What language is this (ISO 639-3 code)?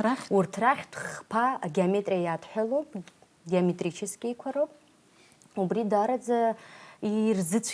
abk